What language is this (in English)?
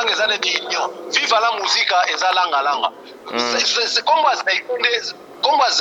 Lingala